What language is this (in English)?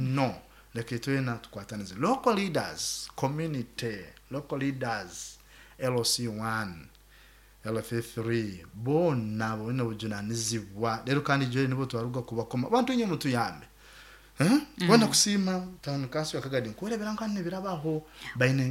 Nyoro